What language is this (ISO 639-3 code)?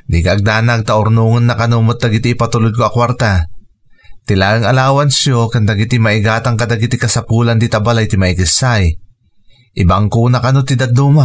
ilo